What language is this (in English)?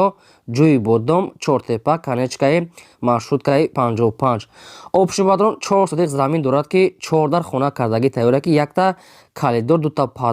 Tajik